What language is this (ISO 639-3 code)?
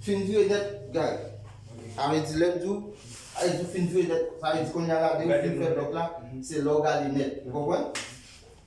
hat